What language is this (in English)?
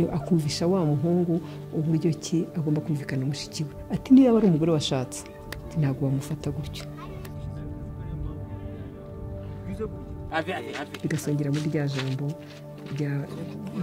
Kinyarwanda